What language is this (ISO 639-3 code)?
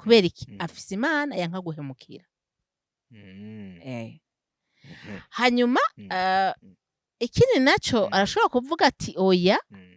run